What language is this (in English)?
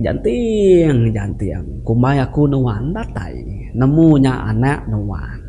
Iban